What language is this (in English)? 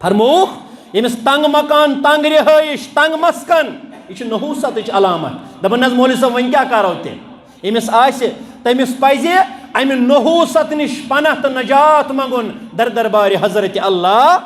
Kashmiri